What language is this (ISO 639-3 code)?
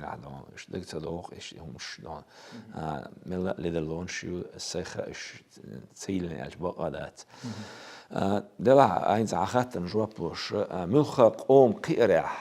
che